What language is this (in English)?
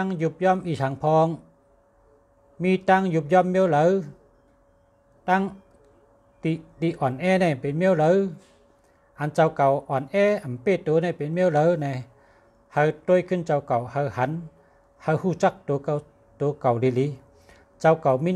Shan